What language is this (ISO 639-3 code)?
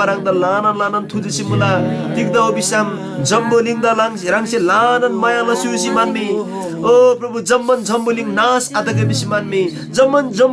taj